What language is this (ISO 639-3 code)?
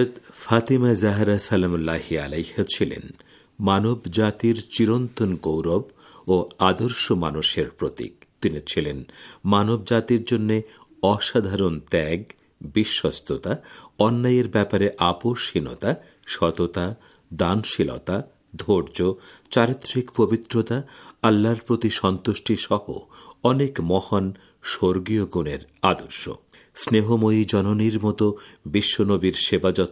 ben